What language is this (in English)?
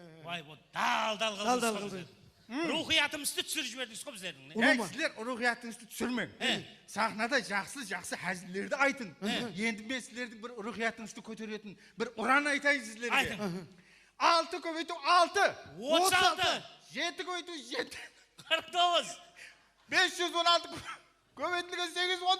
Kara-Kalpak